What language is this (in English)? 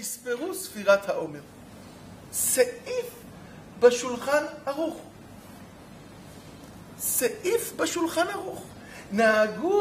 Hebrew